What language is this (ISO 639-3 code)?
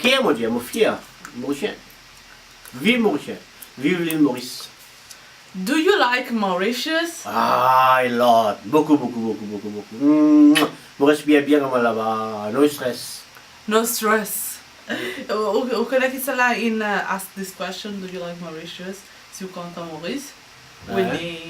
mfe